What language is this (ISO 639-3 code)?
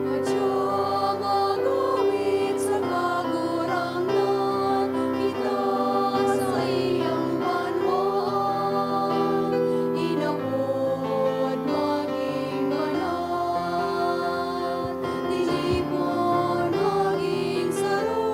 bik